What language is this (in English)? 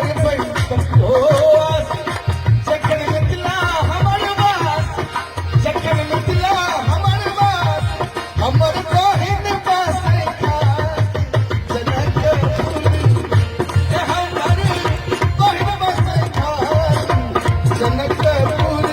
Maithili